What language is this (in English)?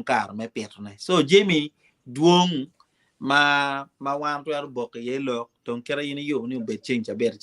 Acoli